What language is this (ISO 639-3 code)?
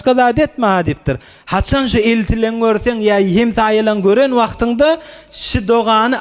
tuk